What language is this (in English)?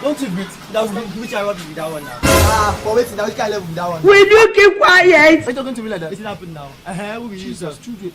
Nigerian Pidgin